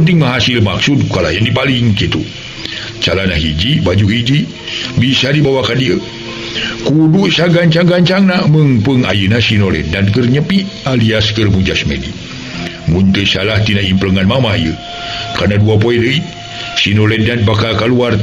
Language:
Sundanese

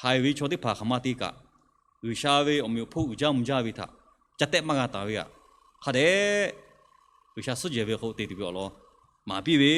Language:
Lahu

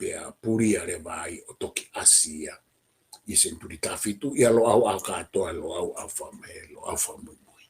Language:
Tongan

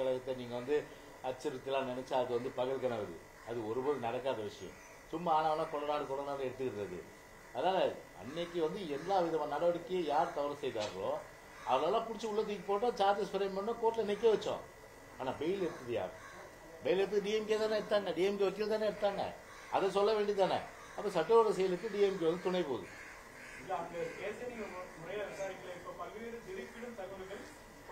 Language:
Tamil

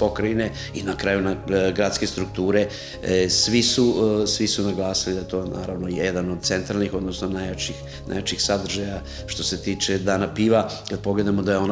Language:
Serbian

